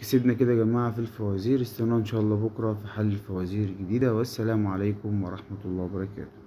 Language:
Egyptian Arabic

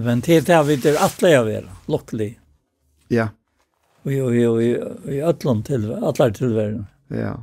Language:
Faroese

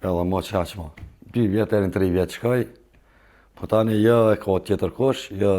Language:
Albanian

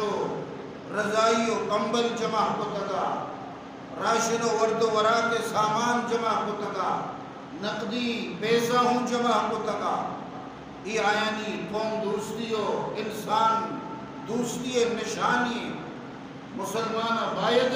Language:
Baluchi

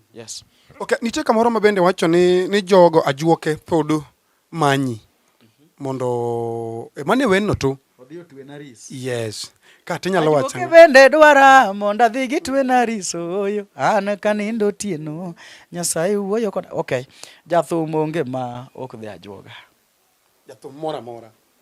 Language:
Luo (Kenya and Tanzania)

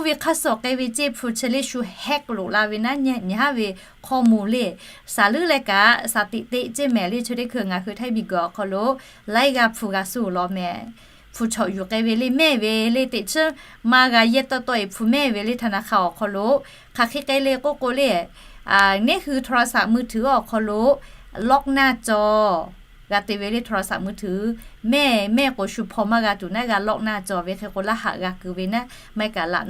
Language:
Lahu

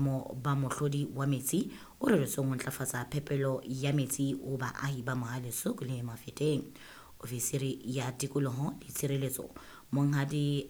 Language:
Southern Sotho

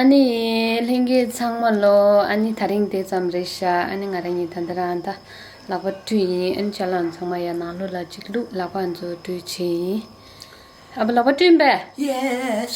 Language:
Tibetan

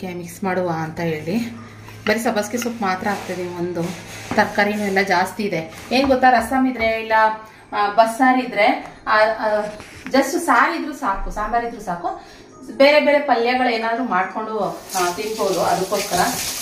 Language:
Kannada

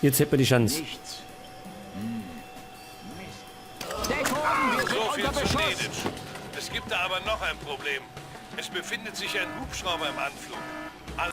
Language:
Bavarian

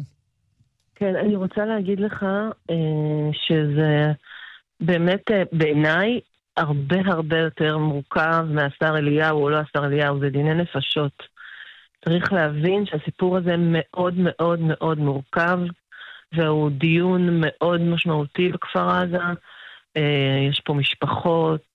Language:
Hebrew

